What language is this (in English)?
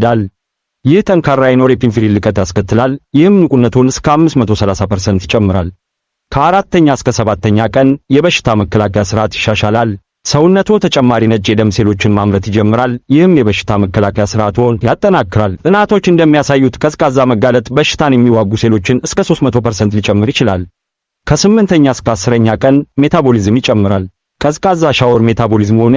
Amharic